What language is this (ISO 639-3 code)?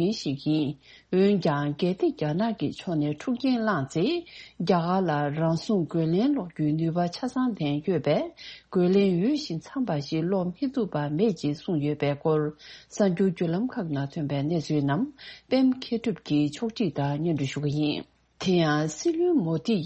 bod